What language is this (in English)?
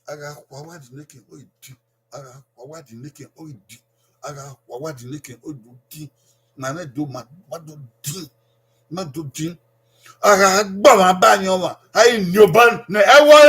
Bini